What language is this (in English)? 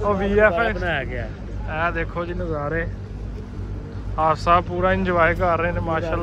Punjabi